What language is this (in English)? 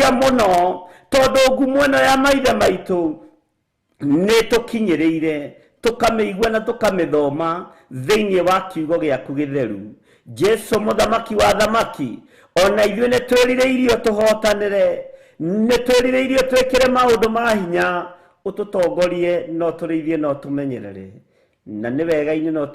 Kikuyu